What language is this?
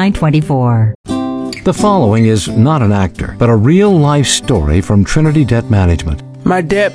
English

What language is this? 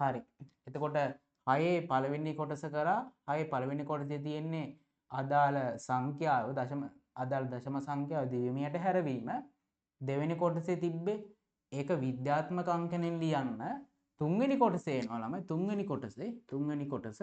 Sinhala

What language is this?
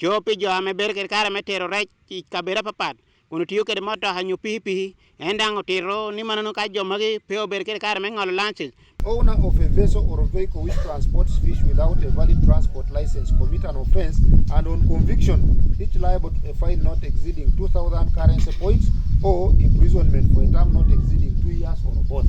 Acoli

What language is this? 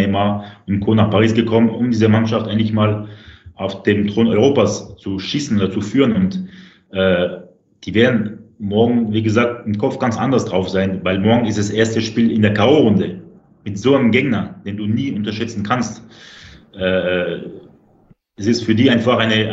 German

